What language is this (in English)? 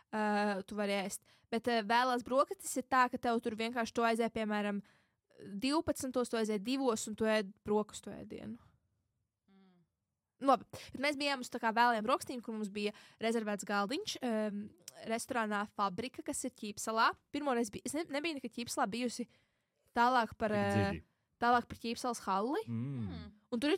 Latvian